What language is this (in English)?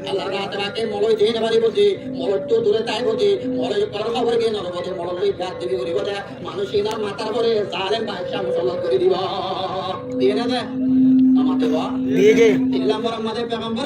Rohingya